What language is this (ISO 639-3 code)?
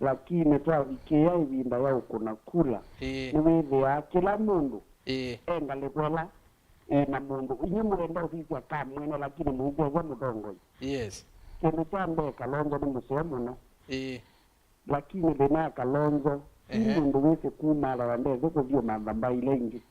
kam